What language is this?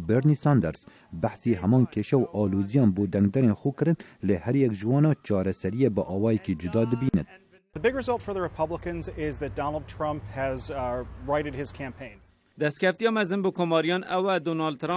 Kurdish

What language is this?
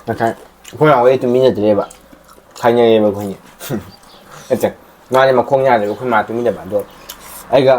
Manipuri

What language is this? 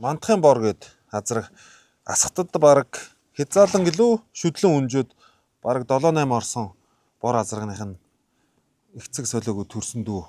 Mongolian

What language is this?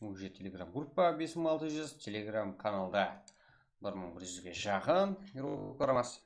Kara-Kalpak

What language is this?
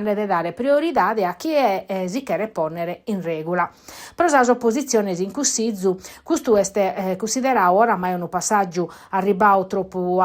Sardinian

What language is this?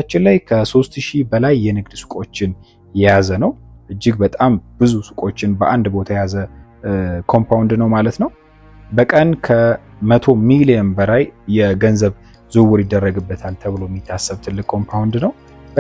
Amharic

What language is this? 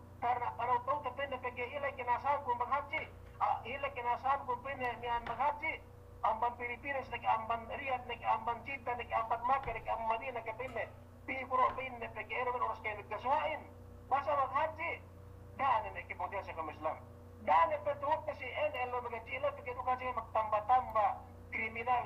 Yakan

